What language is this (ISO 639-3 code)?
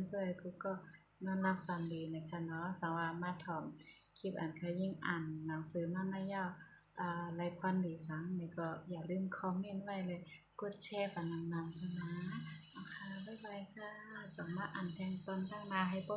shn